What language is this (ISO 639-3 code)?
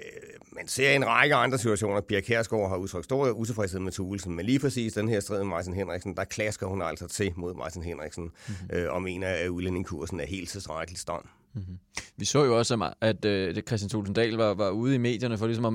dan